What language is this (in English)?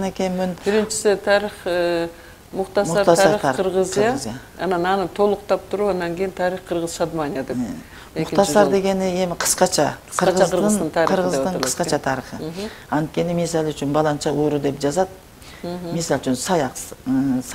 Kyrgyz